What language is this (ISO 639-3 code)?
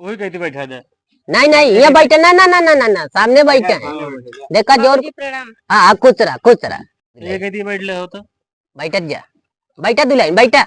awa